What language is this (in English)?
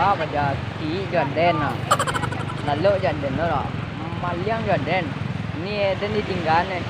Minangkabau